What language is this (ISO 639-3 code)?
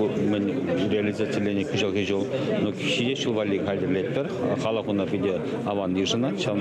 chv